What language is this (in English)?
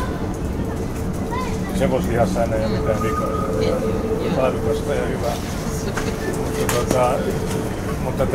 Finnish